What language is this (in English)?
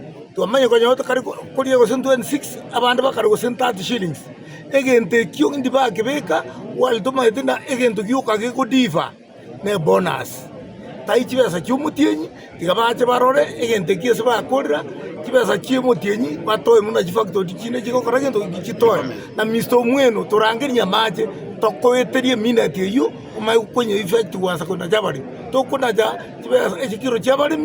Gusii